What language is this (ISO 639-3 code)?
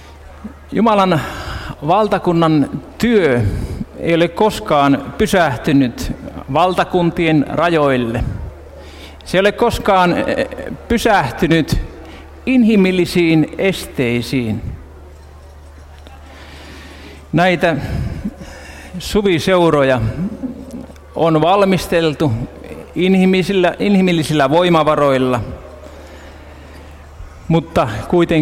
fin